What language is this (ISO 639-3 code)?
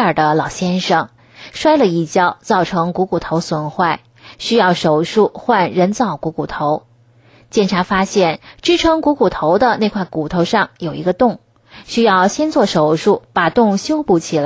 zho